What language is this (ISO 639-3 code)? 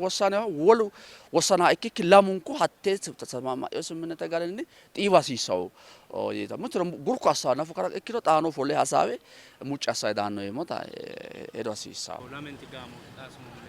sid